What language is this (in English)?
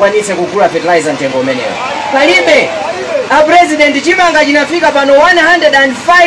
Nyanja